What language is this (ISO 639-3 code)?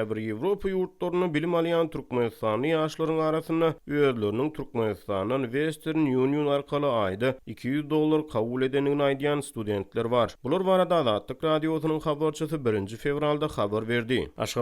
tuk